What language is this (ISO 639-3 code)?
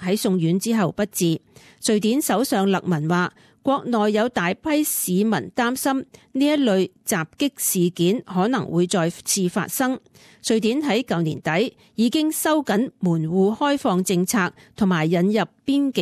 yue